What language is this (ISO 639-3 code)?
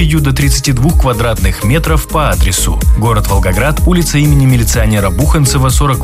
rus